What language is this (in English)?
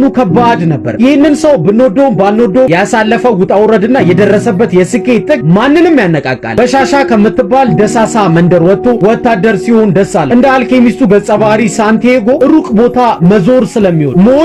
Amharic